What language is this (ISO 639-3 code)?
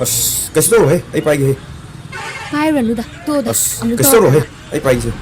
mni